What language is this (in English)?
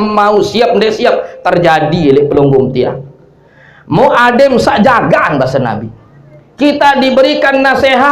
Sasak